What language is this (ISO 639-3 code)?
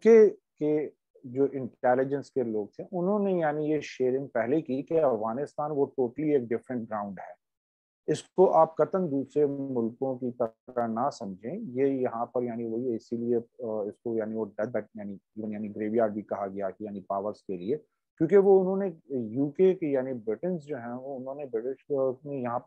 urd